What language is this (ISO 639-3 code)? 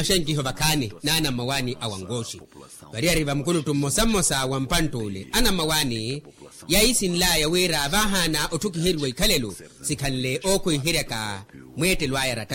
vmw